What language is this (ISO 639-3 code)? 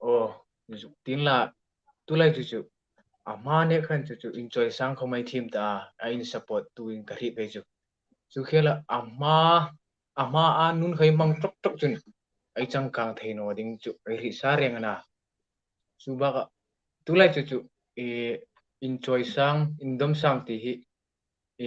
hmr